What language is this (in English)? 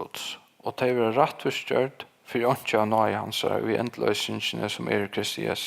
Faroese